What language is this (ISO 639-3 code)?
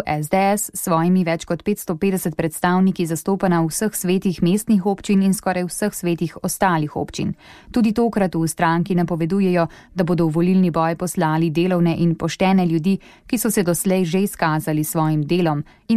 slv